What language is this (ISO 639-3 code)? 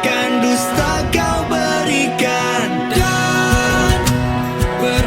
bew